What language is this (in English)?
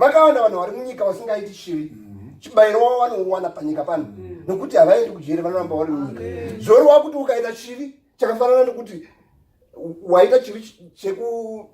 Shona